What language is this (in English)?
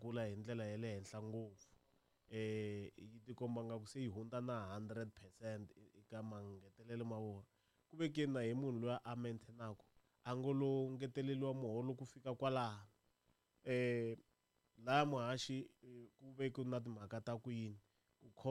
Tsonga